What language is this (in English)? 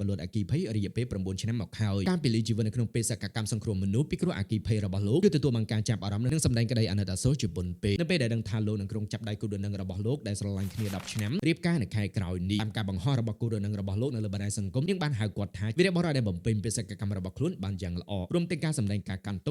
Khmer